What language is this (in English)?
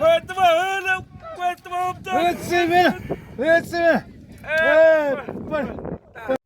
Xavánte